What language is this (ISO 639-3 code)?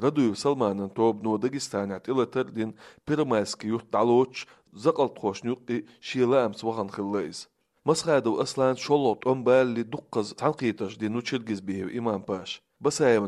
che